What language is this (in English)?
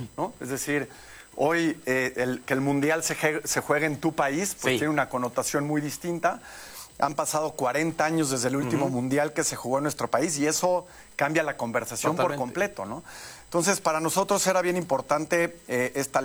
Spanish